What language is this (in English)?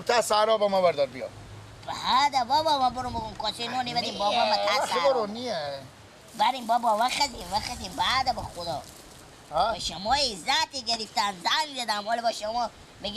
Persian